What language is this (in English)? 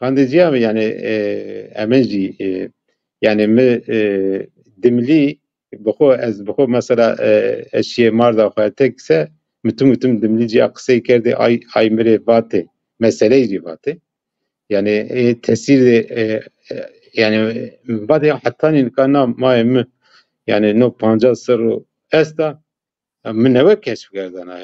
Zaza